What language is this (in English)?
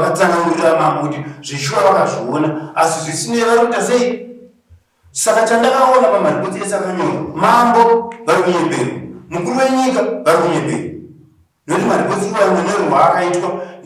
Shona